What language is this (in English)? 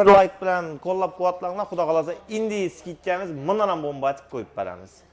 Uzbek